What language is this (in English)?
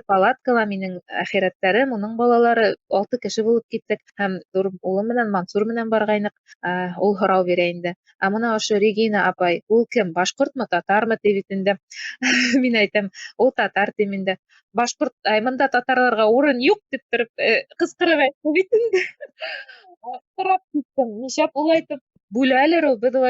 Bashkir